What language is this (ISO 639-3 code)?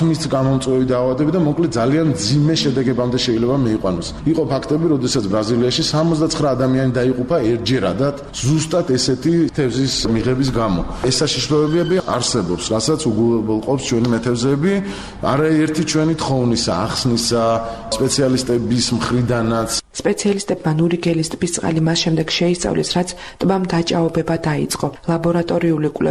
kat